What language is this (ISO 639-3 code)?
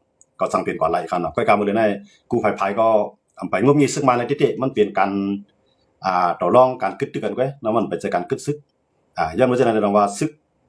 shn